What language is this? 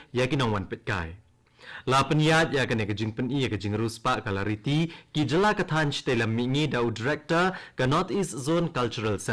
Khasi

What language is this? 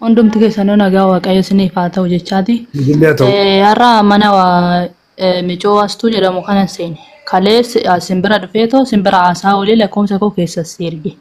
Oromo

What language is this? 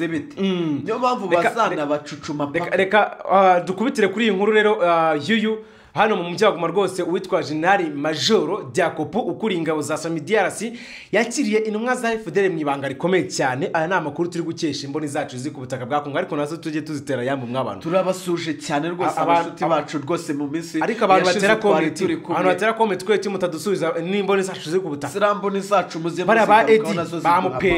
Kinyarwanda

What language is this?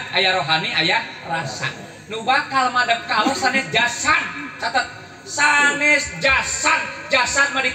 Sundanese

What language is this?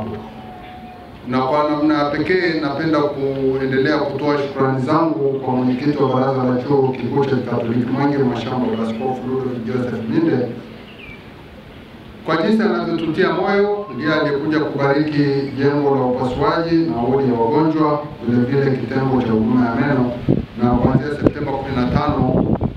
Swahili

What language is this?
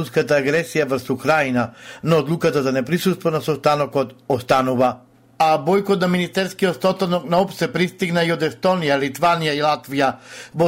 Macedonian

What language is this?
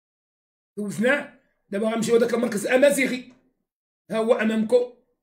Moroccan Arabic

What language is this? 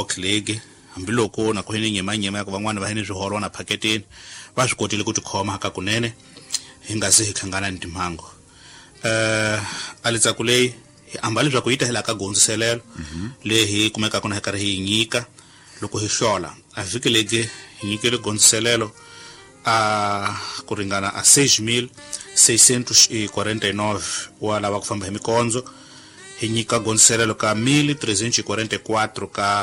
Tsonga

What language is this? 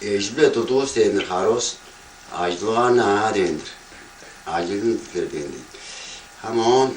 Tuvinian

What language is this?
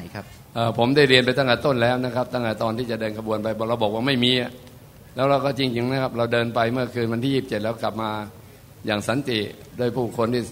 Thai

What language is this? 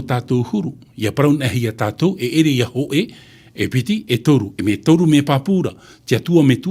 Tahitian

